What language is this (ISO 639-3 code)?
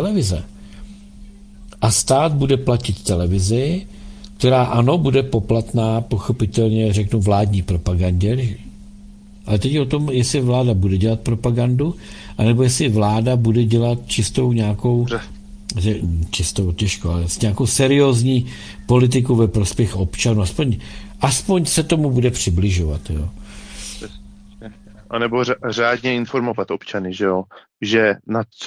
ces